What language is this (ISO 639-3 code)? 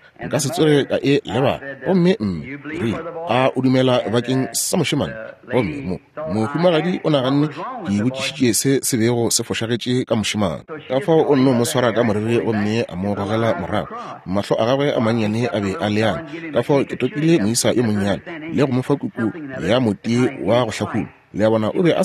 nso